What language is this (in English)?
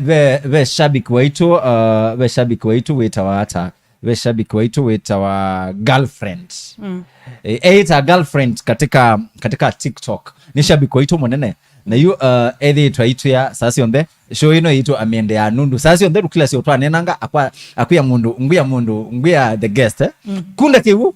Kamba